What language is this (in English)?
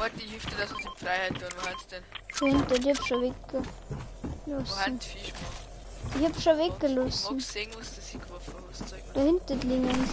Bavarian